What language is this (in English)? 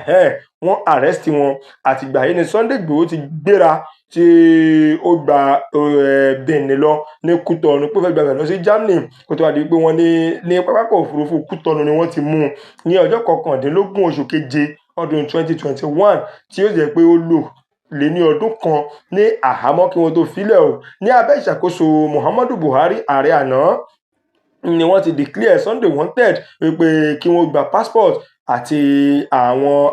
Yoruba